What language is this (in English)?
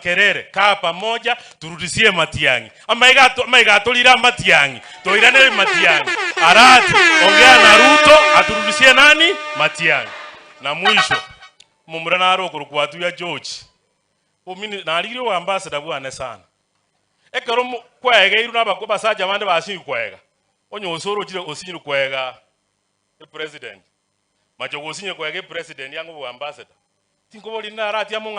Gusii